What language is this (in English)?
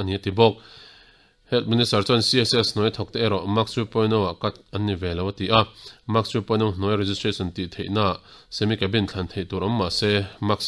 Mizo